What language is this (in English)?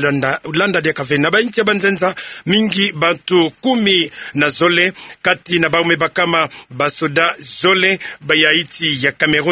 Kituba (Democratic Republic of Congo)